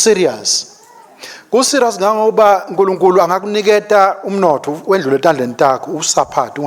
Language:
Swati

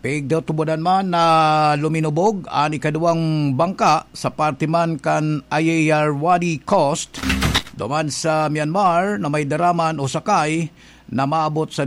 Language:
Bikol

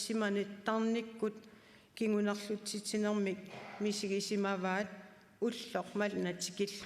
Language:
Kalaallisut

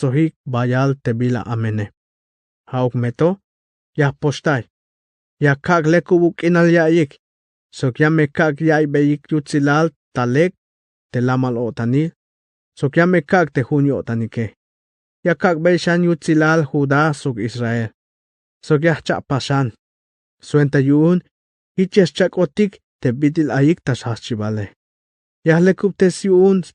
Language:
Tzeltal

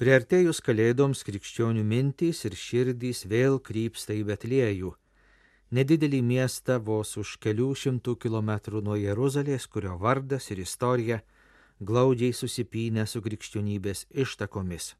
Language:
Lithuanian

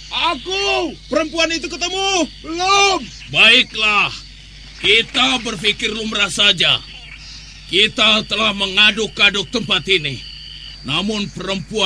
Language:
Indonesian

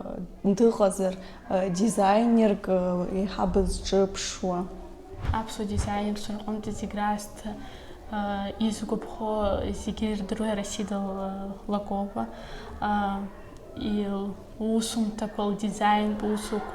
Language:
Abkhazian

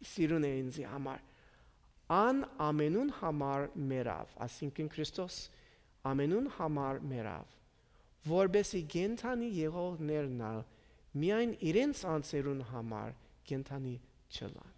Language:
Western Armenian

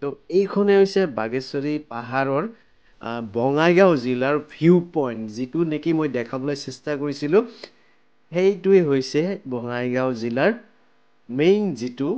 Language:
Assamese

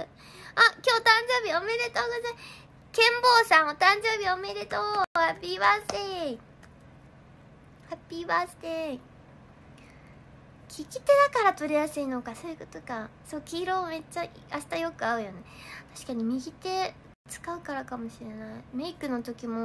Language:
Japanese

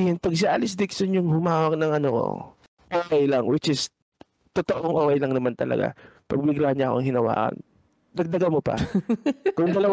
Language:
Filipino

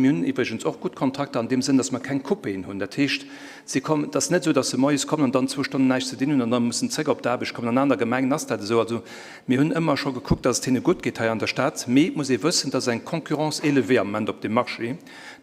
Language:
Luxembourgish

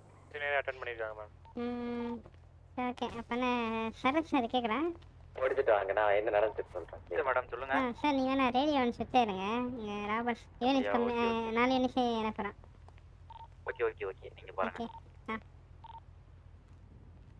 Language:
Tamil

